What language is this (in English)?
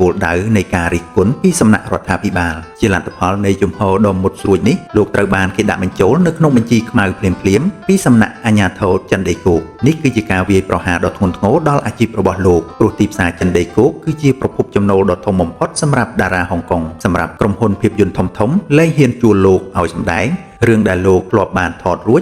Khmer